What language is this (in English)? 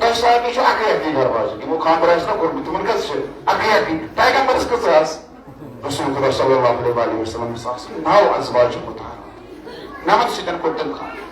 Kashmiri